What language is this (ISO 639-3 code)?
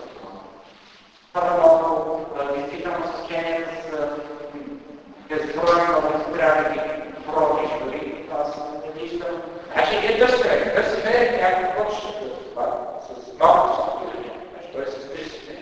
bul